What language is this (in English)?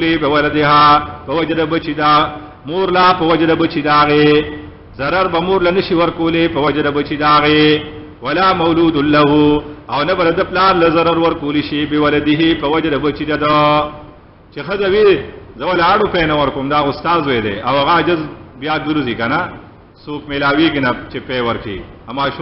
Pashto